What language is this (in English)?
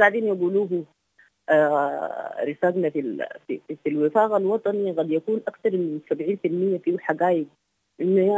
Sudanese Arabic